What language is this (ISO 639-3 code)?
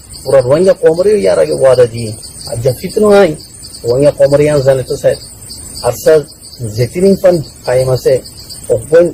rhg